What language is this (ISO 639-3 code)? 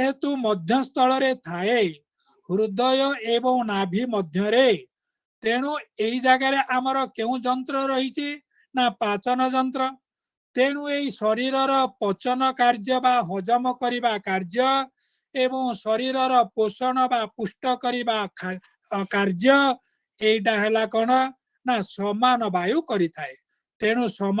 ori